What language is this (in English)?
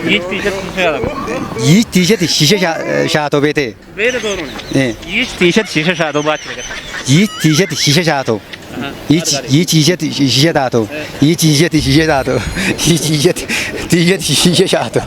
Kafa